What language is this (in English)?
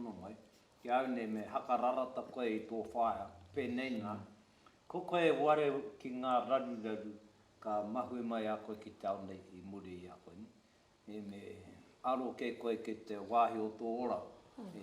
Māori